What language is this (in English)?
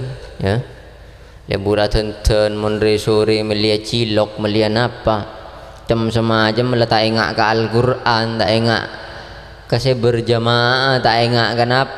Madurese